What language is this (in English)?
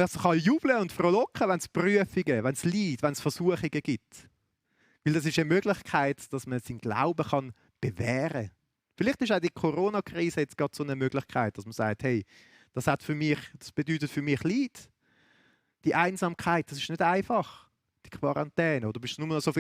Swiss German